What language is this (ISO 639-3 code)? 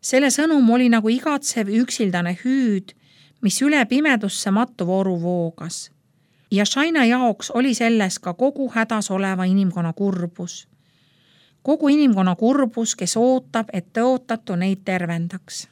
est